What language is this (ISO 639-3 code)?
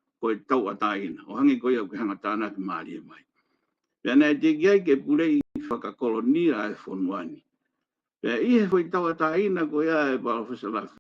ton